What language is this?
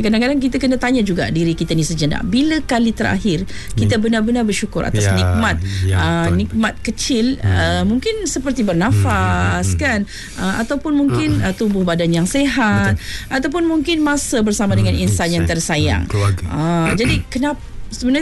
Malay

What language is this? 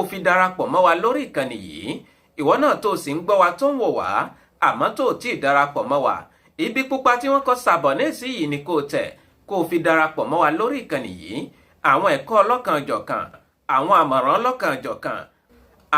Yoruba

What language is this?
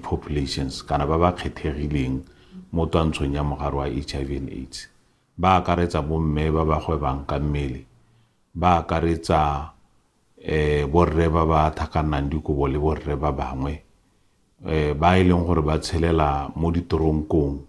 Tswana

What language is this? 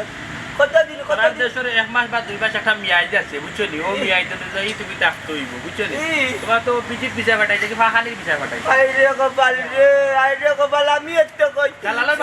Sylheti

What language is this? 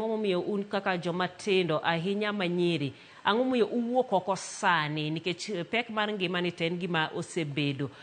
Luo (Kenya and Tanzania)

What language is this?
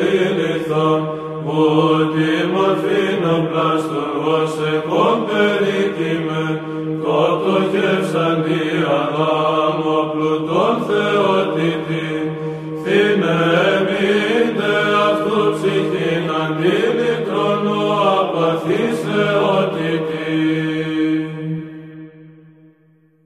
Greek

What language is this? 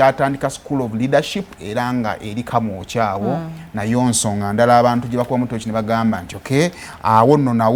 Ganda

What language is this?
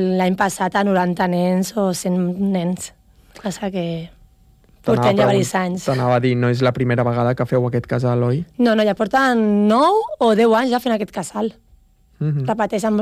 Catalan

